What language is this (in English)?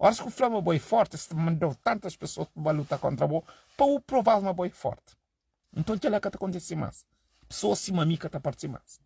Kabuverdianu